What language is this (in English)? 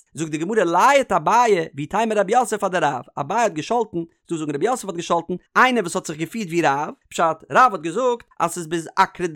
Yiddish